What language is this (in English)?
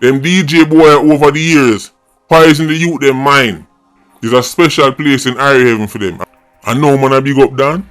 Jamaican Creole English